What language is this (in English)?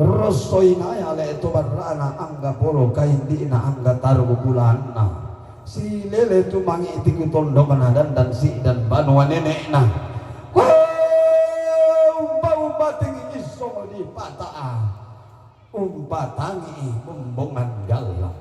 Toraja-Sa'dan